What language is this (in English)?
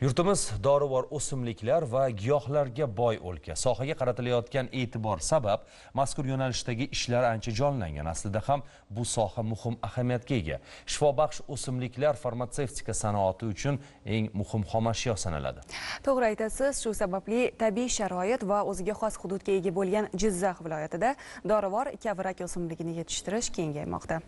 Uzbek